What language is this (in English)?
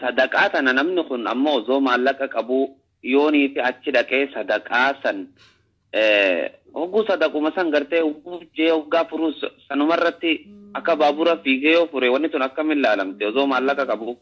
Oromo